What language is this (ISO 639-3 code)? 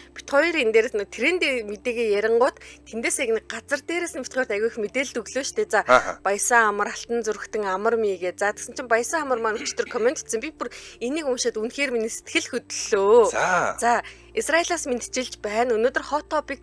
mon